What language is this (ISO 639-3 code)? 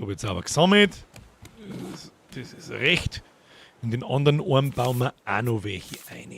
bar